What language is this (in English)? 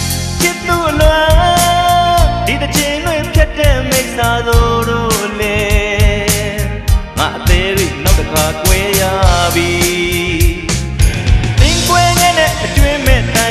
Burmese